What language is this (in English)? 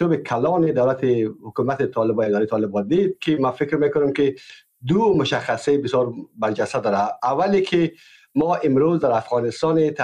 Persian